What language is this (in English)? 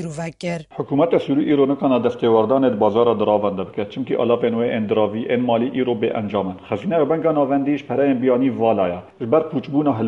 Kurdish